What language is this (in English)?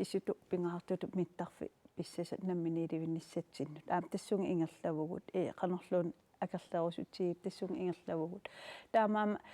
Kalaallisut